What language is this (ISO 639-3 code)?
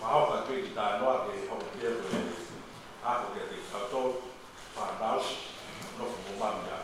ton